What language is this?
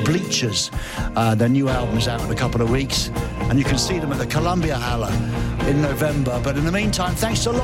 English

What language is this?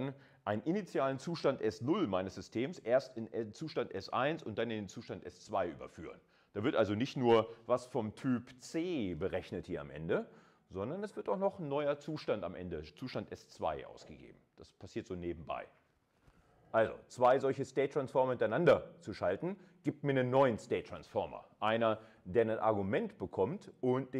German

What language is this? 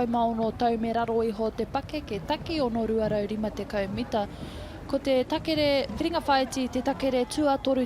Māori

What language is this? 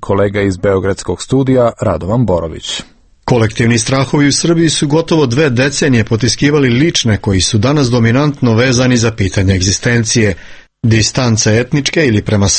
Serbian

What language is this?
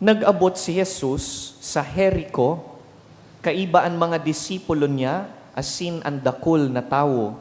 Bikol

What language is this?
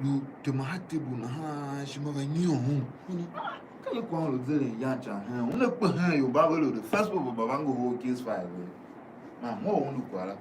Tiv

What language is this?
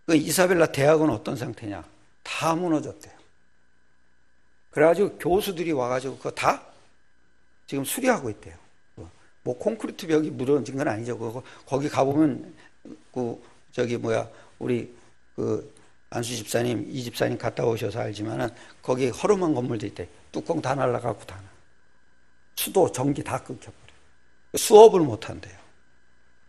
Korean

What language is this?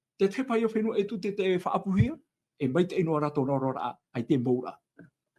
Tahitian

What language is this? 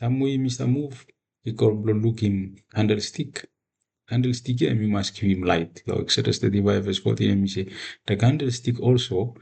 Bislama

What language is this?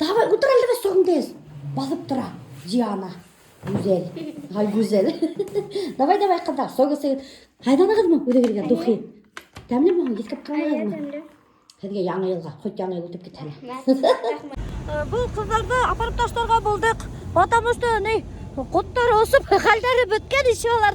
Bashkir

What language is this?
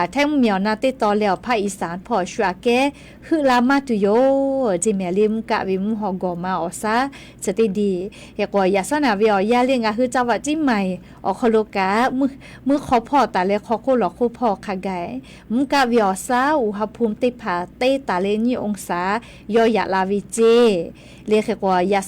Lahu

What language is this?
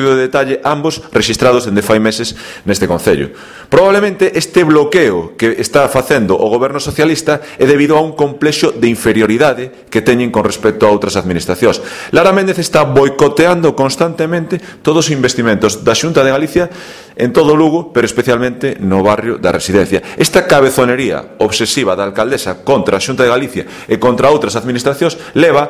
Galician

